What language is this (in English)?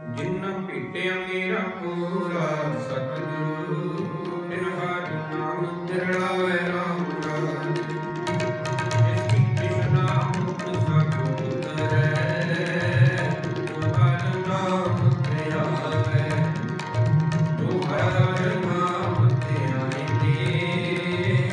Punjabi